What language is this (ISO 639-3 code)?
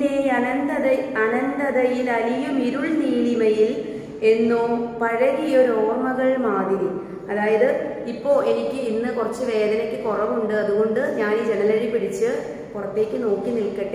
mal